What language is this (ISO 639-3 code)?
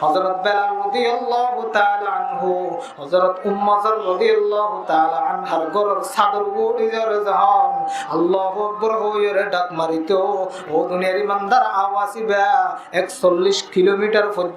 rhg